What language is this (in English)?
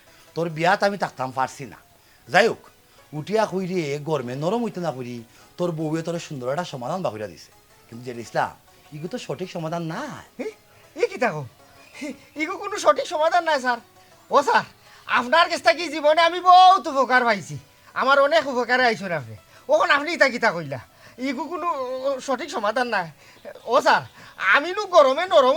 Sylheti